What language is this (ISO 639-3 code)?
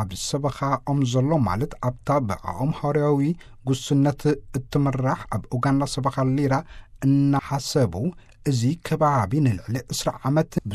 tir